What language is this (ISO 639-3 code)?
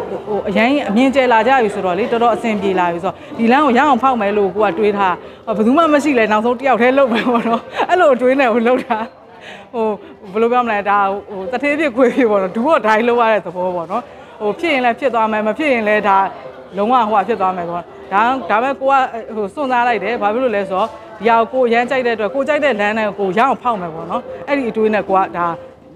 mya